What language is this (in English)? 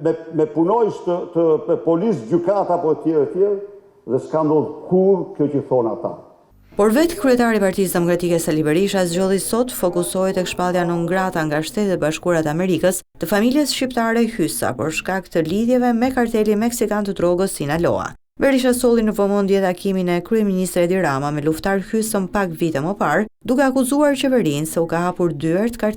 Albanian